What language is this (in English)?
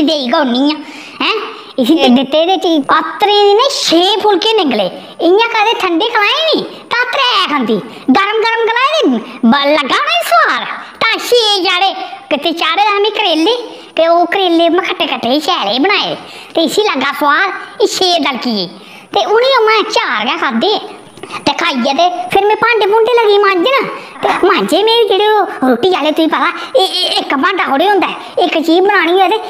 Dogri